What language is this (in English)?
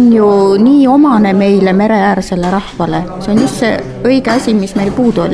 Estonian